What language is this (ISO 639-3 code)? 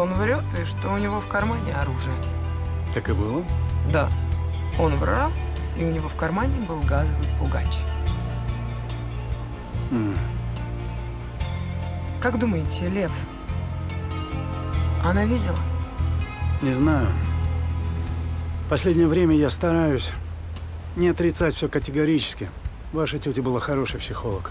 rus